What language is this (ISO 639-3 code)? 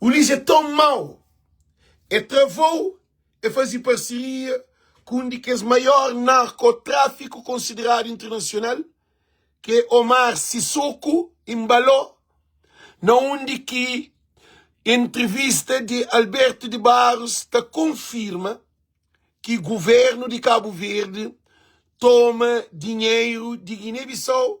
kea